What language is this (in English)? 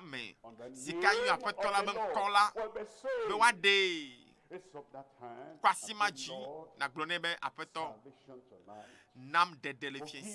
Ewe